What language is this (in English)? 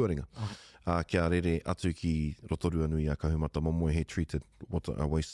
Māori